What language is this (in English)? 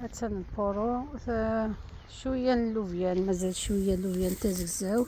Algerian Arabic